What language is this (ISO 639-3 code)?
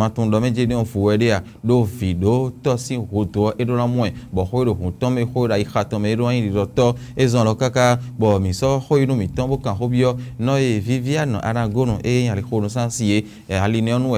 fon